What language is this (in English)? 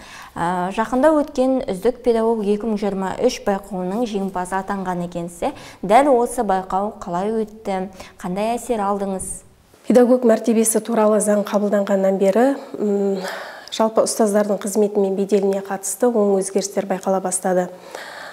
Kazakh